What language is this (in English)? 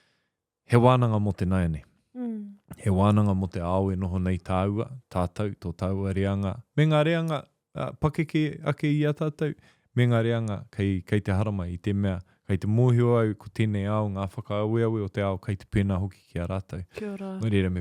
Māori